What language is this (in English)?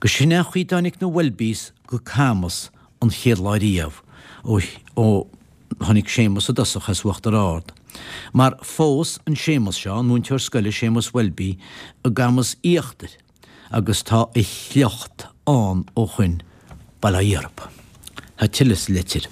Irish